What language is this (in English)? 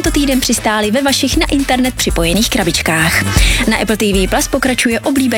Czech